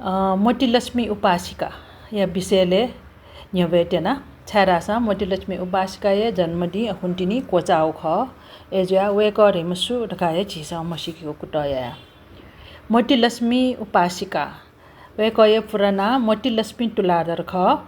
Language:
Newari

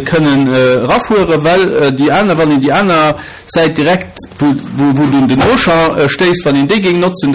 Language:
Luxembourgish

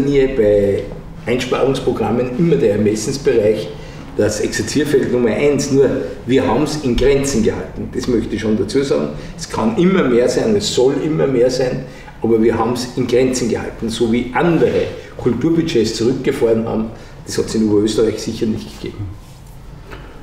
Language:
German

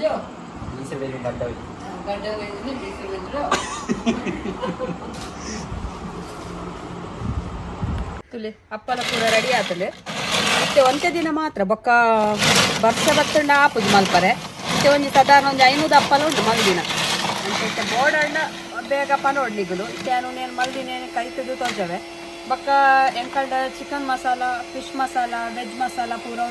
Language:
Tulu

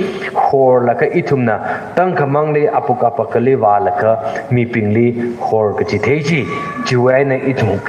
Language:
Tangkhul Naga (India)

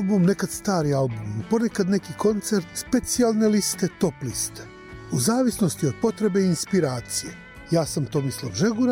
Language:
Serbian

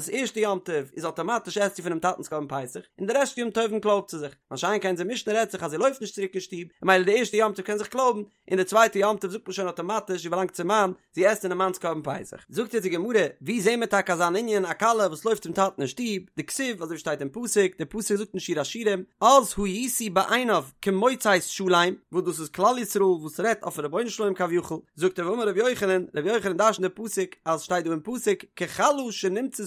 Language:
Yiddish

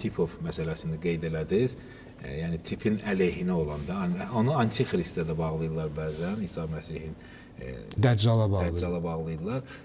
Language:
Azerbaijani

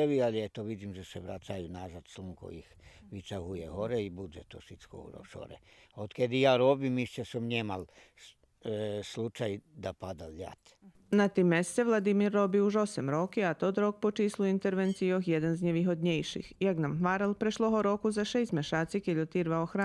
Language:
Rusyn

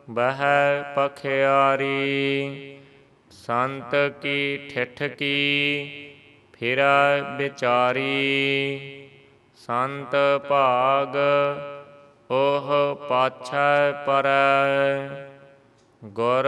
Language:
Punjabi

